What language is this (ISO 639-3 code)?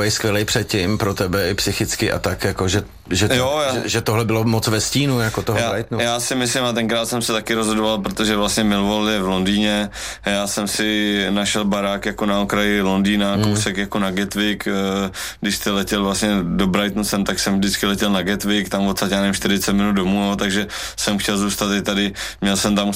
ces